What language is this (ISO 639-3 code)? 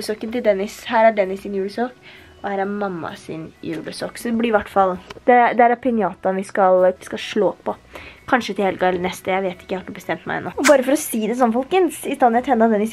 nor